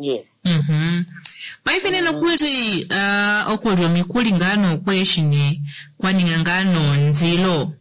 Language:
Kuanyama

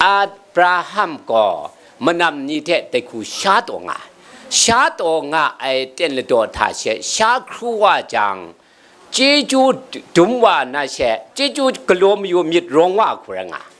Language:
Kachin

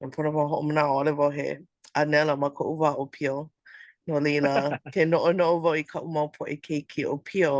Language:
Hawaiian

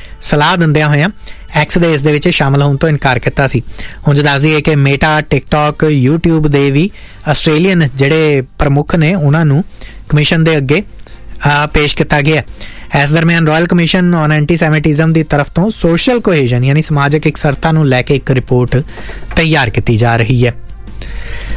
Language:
Punjabi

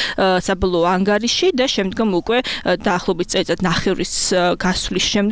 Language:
Georgian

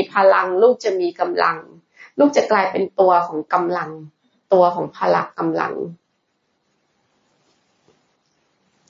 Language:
Thai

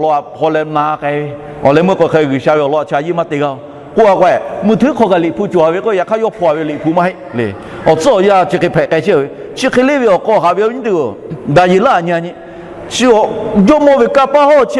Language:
Lahu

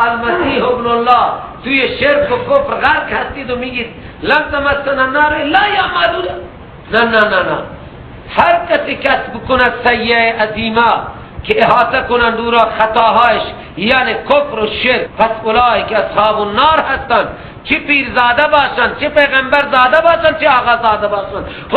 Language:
Persian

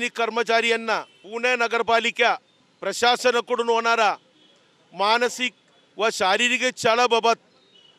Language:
Marathi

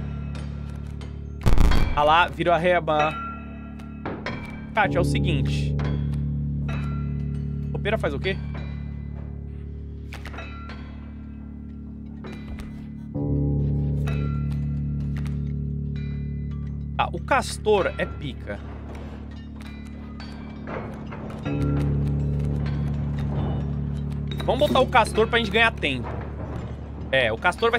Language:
Portuguese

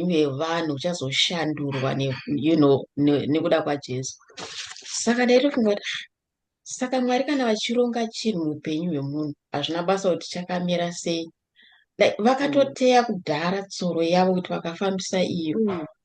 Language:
Shona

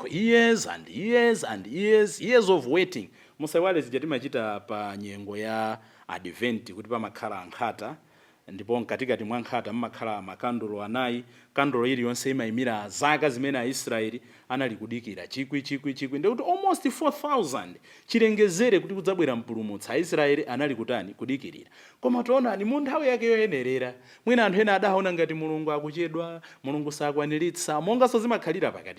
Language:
Nyanja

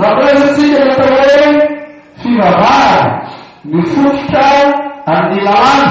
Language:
Malagasy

